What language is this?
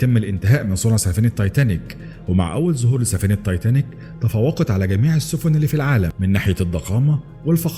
Egyptian Arabic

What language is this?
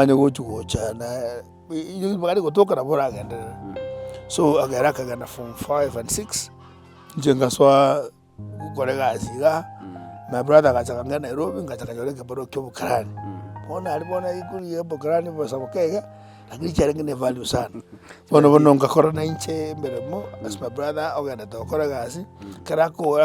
Gusii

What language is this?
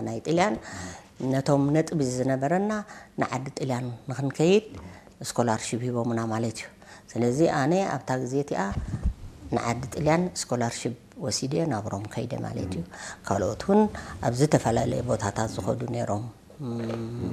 Tigrinya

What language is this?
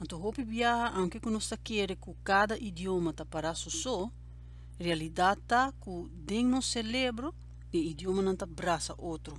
Papiamento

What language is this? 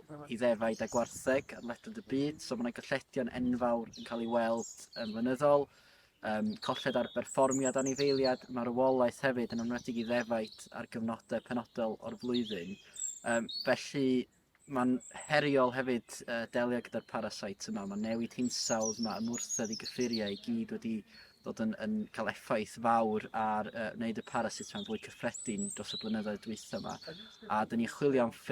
Welsh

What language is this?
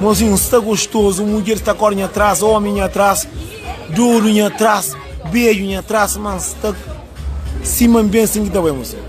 Kabuverdianu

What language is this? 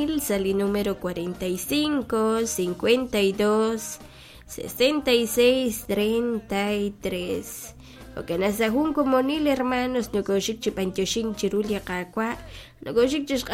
Kekchí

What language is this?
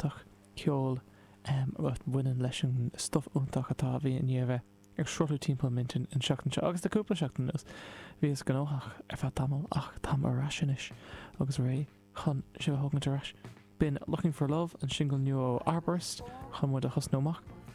Irish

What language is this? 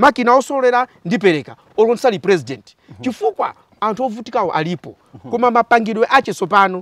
Nyanja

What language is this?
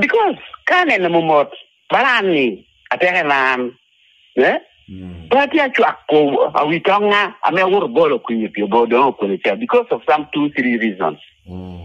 Lango (Uganda)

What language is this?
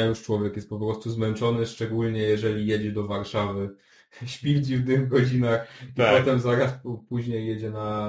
Polish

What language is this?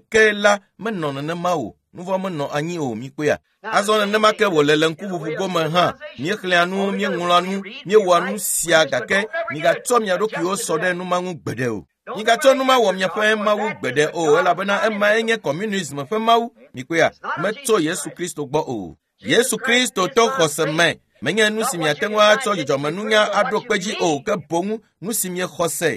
Ewe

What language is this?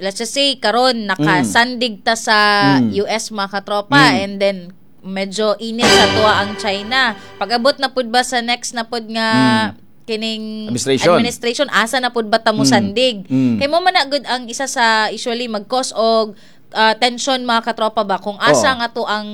Cebuano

